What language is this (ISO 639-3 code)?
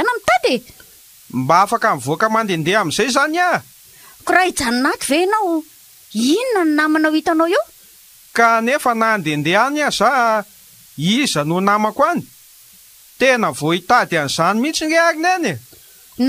mlg